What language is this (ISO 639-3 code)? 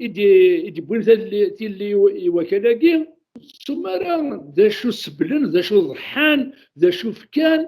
kab